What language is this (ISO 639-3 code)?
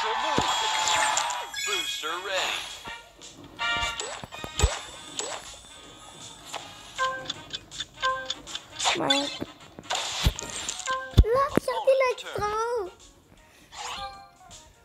heb